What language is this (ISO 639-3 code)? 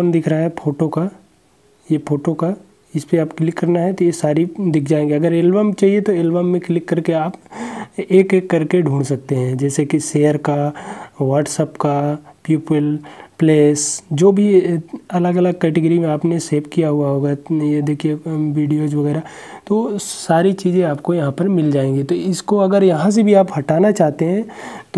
hin